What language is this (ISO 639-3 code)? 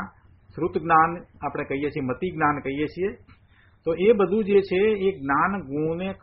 guj